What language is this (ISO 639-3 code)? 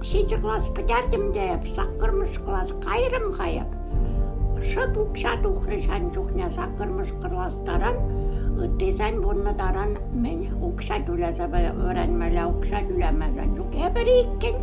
chv